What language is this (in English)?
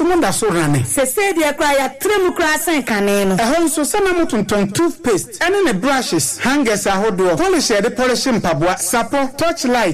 Akan